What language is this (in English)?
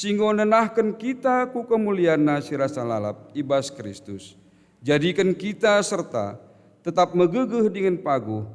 Batak Karo